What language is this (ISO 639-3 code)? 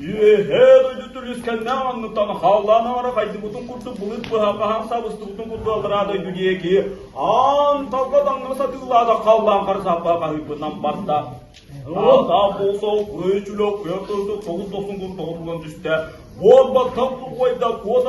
sah